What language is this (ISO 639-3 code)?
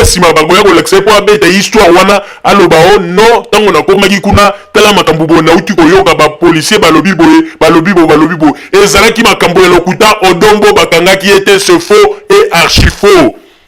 lin